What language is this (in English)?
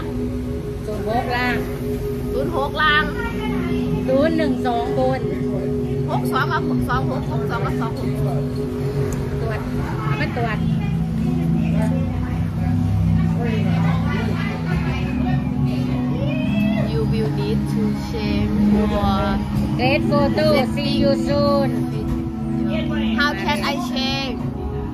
Thai